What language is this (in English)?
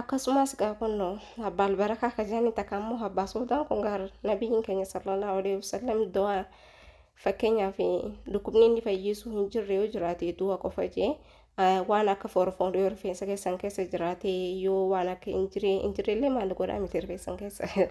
Oromo